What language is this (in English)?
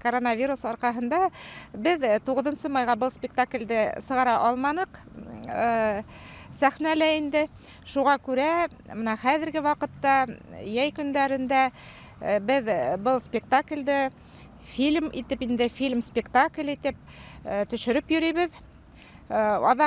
Bashkir